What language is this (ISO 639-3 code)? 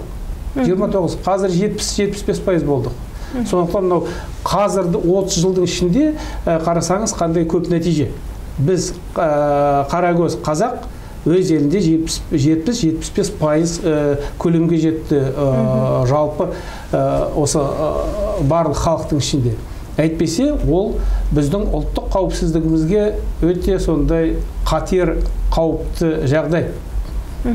kaz